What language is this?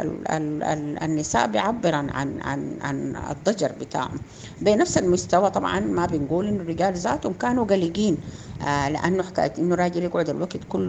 Sudanese Arabic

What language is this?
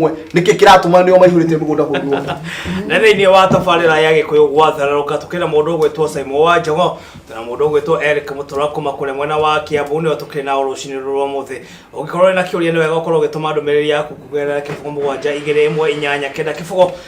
Kikuyu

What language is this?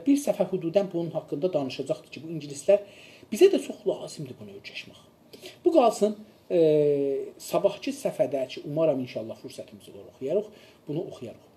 South Azerbaijani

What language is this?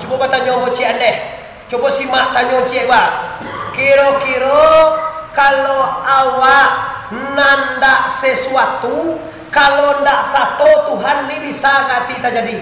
Minangkabau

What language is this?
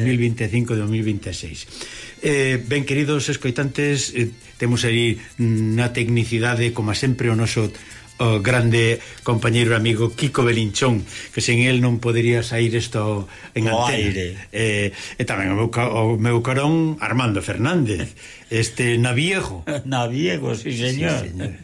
Galician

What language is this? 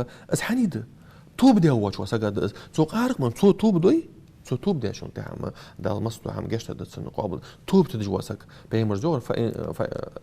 Ingush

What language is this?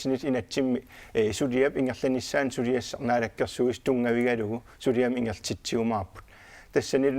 Kalaallisut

